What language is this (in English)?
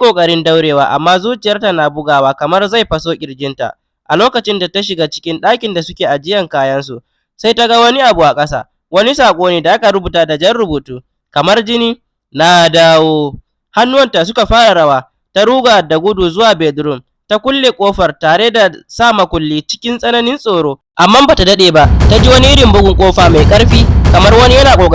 Hausa